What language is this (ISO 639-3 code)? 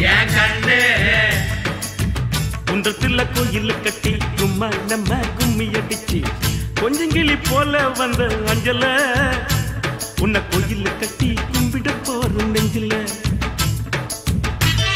tam